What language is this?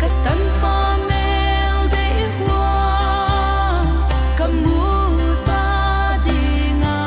Paite Chin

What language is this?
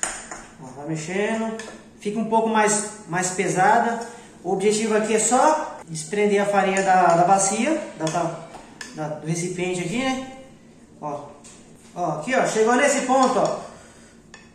Portuguese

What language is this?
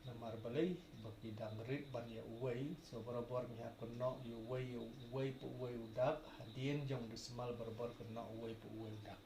Khasi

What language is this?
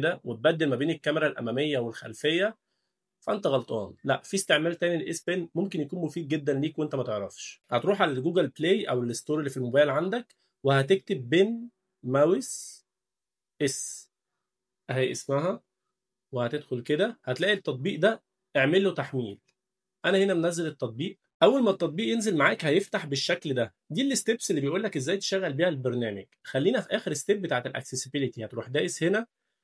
Egyptian Arabic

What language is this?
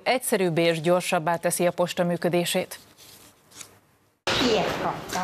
Hungarian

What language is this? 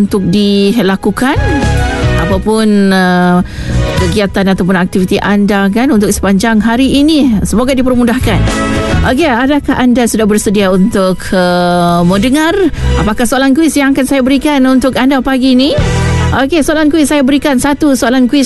Malay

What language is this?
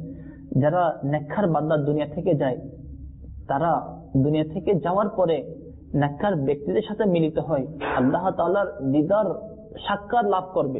Bangla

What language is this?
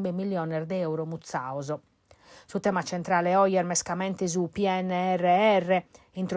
Sardinian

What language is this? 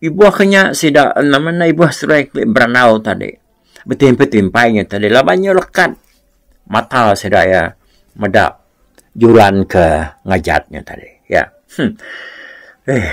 Iban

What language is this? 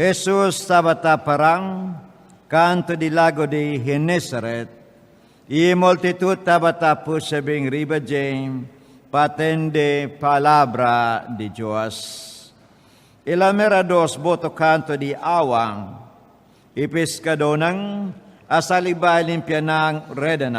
Papiamento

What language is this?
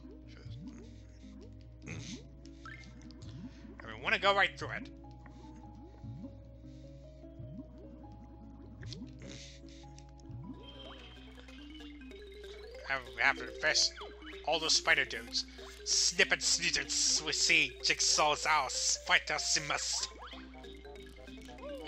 English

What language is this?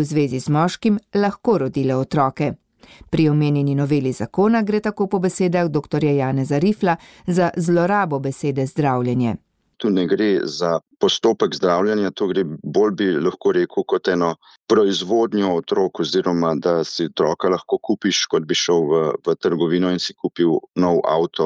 Slovenian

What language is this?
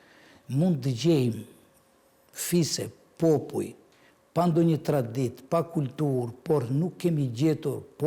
Albanian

